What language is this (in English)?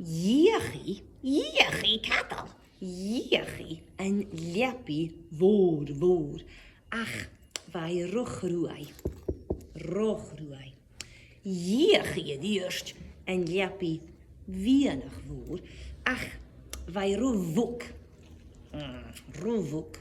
Scottish Gaelic